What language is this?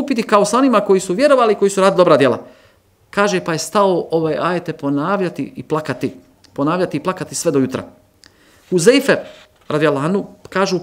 Bosnian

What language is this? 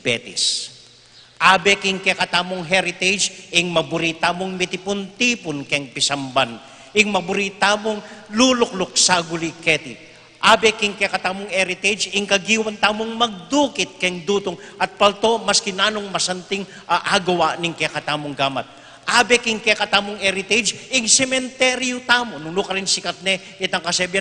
Pampanga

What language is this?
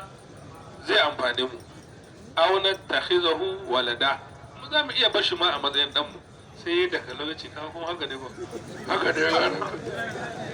Hausa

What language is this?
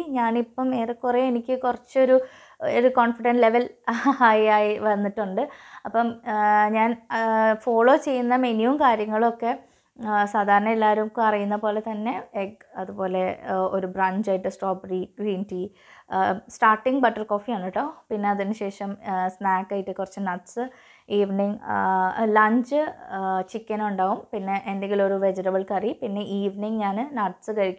Malayalam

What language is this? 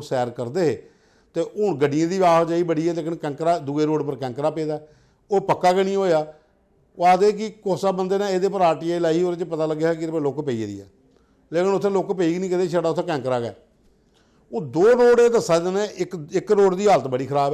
Dogri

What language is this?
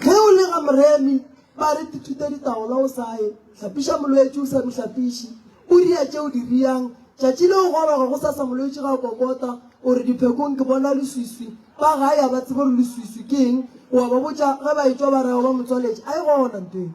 Northern Sotho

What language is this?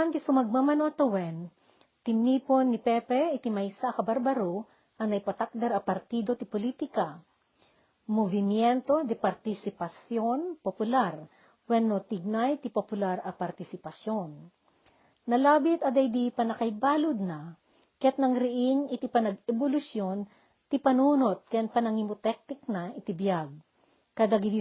Iloko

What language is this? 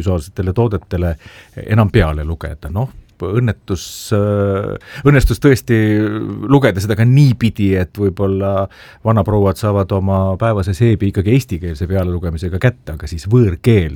Estonian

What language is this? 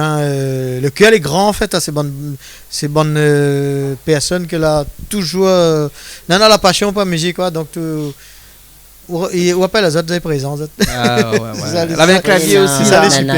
Réunion Creole French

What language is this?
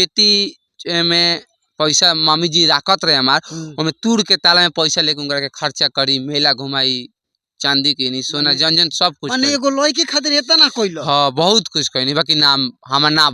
Bhojpuri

